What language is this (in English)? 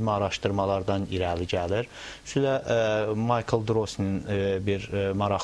Azerbaijani